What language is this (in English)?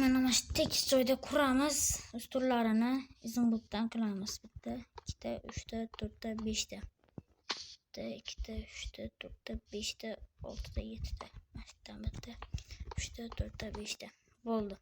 Uzbek